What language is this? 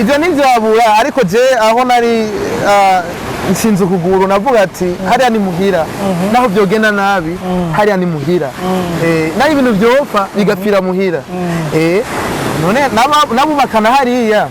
Rundi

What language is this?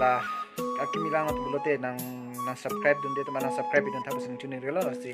Karbi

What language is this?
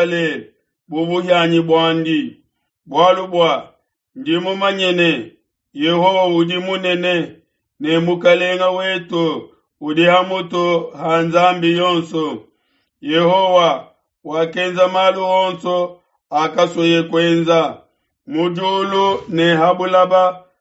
Luba-Lulua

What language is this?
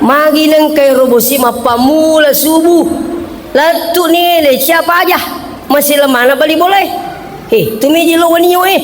Buginese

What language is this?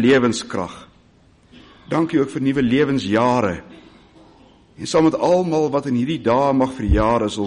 Afrikaans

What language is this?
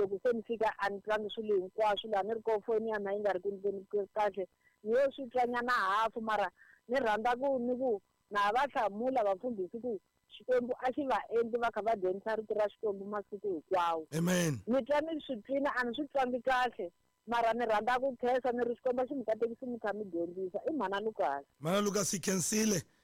Tsonga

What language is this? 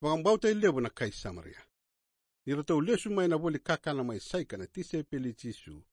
Fijian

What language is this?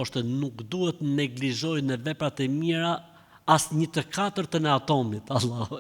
Albanian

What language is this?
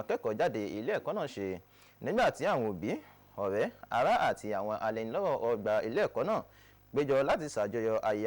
Yoruba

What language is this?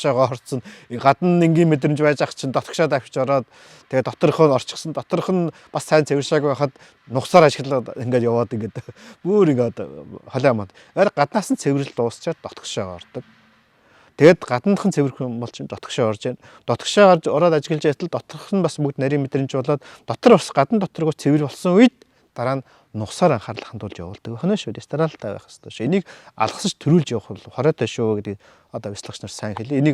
Mongolian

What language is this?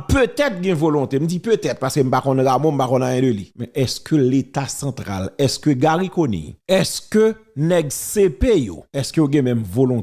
Haitian Creole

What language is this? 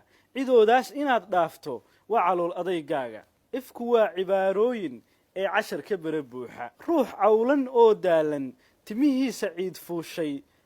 Somali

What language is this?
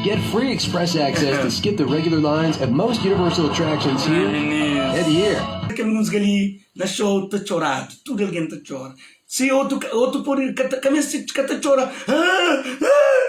Kabuverdianu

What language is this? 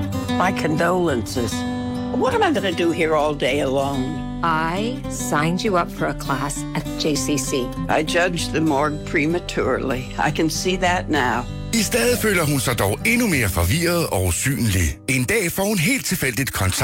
Danish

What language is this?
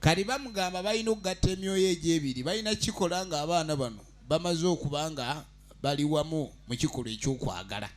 Ganda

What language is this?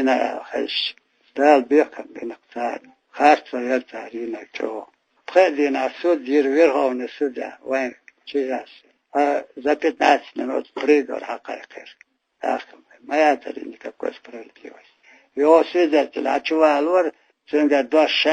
Chechen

